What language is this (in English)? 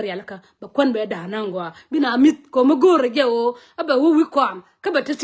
Nuer